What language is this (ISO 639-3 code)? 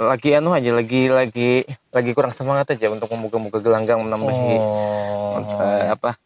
bjn